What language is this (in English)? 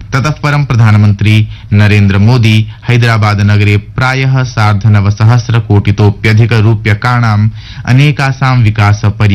Sanskrit